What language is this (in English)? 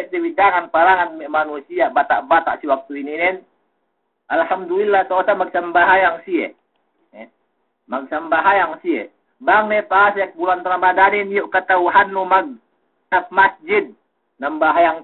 Yakan